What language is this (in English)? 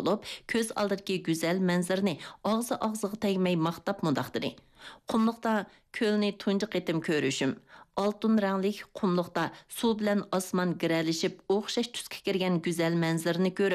Uyghur